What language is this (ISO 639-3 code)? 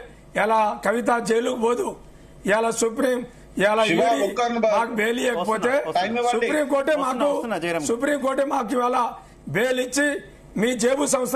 tel